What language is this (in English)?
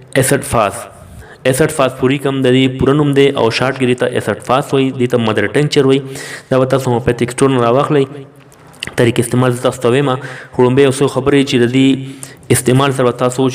Pashto